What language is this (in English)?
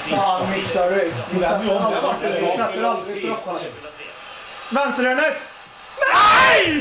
Swedish